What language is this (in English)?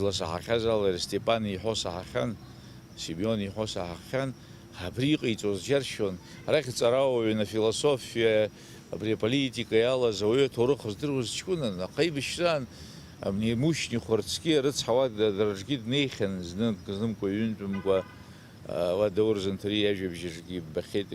Abkhazian